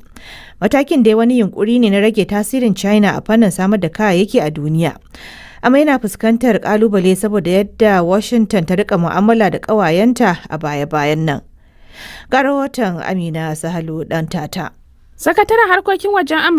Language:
Hausa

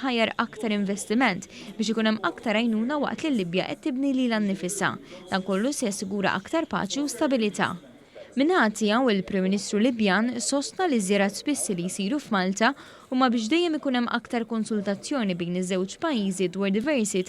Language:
Maltese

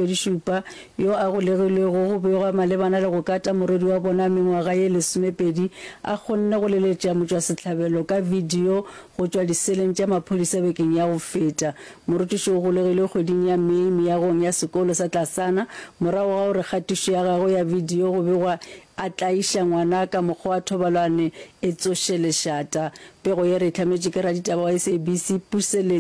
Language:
Northern Sotho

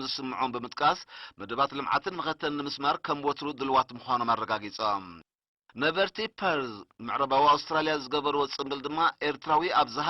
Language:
Tigrinya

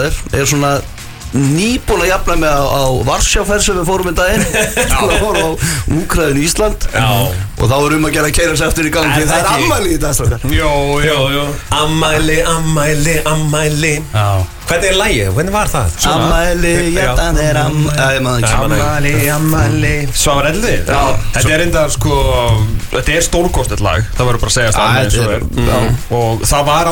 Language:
Icelandic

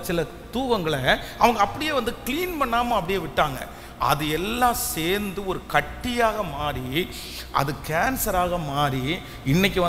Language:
Tamil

